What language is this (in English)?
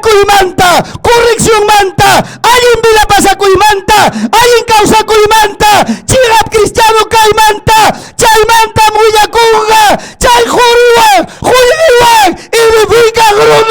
Ayacucho Quechua